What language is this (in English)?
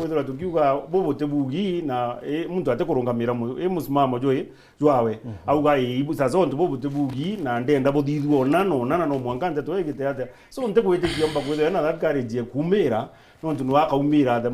Meru